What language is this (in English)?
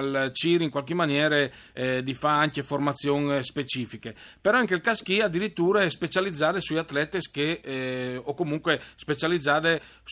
Friulian